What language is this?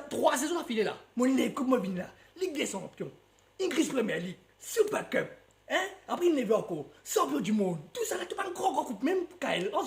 Morisyen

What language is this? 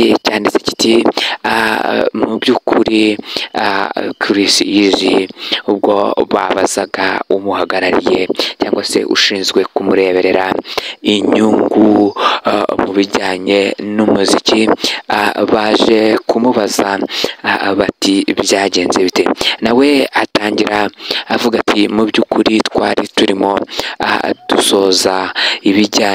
Kinyarwanda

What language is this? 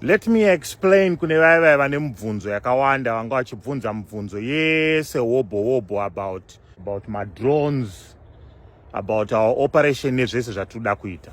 Shona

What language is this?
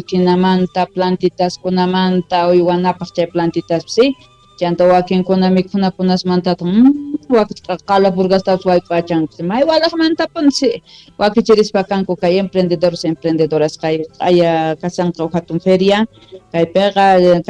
Quechua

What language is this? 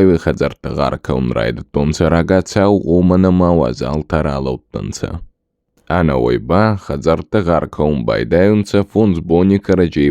Ossetic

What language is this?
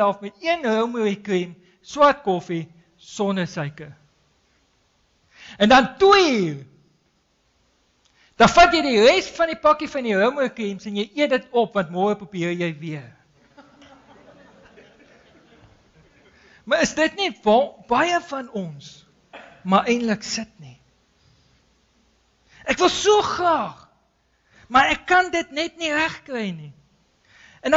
Afrikaans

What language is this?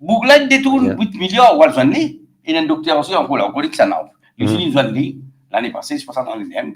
Morisyen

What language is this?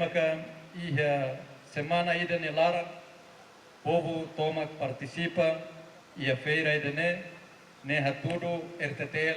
Tetum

